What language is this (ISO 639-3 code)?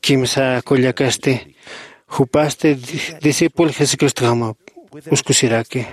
aym